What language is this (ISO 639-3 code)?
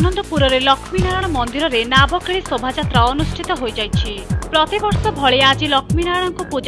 ori